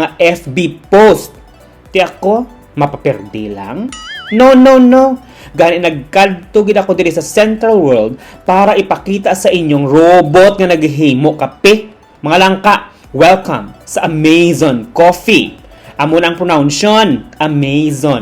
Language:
Hiligaynon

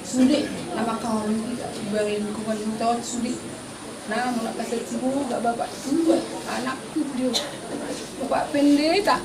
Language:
Batak Toba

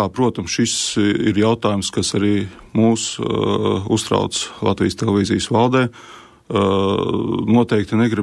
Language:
Latvian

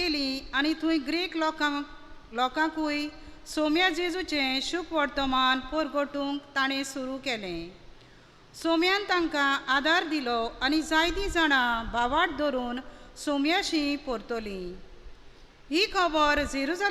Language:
Konkani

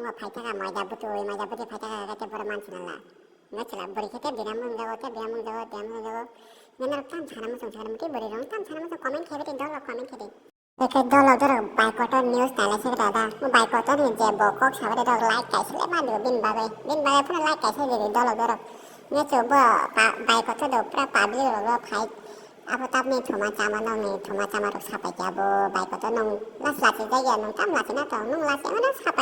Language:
Kok Borok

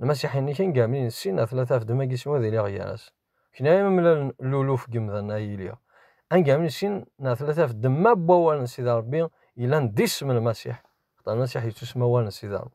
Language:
Kabyle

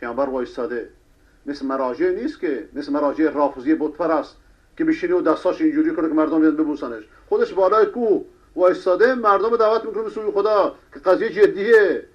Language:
Persian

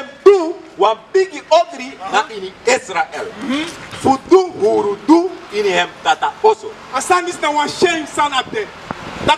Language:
Sranan Tongo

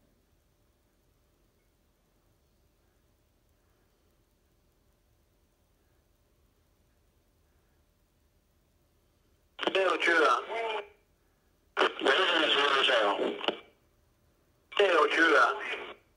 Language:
Norwegian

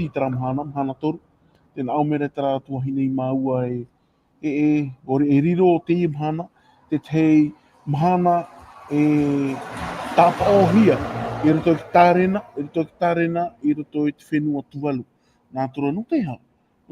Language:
Tahitian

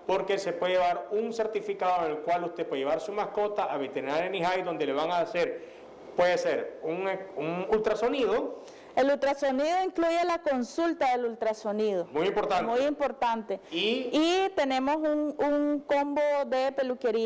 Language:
Spanish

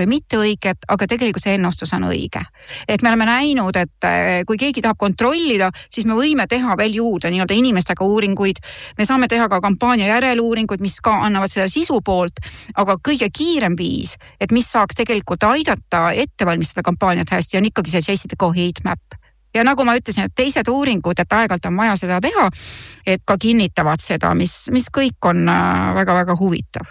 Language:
Estonian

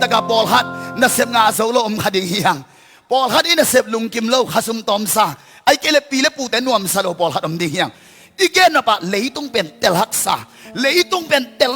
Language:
Tedim Chin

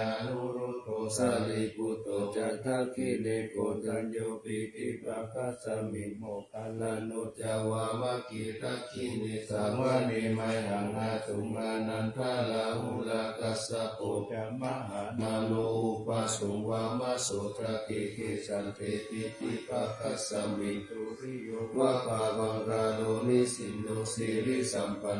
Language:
Pali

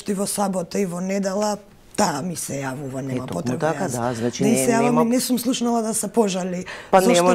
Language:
Macedonian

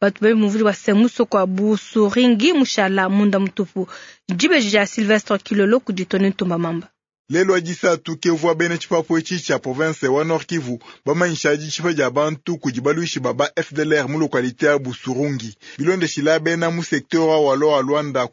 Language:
Luba-Lulua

